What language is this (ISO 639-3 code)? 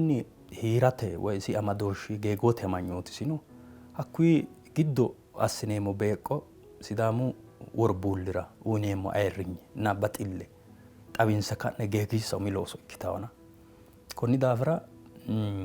sid